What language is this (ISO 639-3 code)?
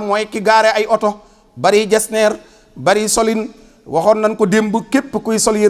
wol